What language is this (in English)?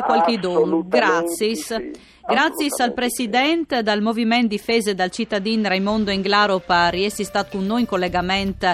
Friulian